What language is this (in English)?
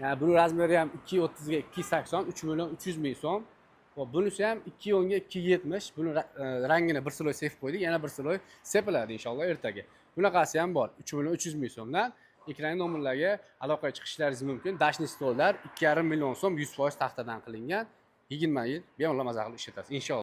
Uzbek